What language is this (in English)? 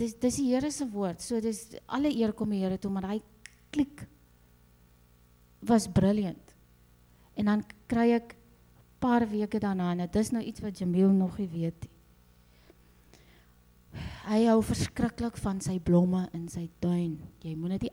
Afrikaans